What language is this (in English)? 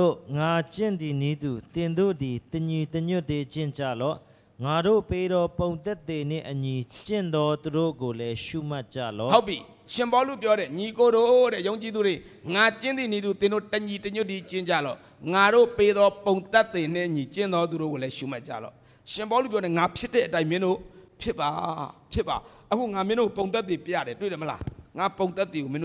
Burmese